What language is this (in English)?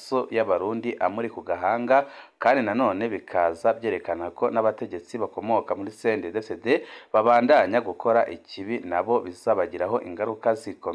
Rundi